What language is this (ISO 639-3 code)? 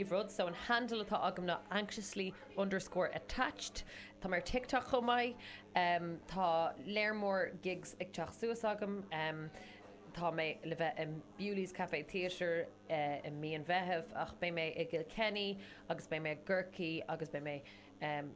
gle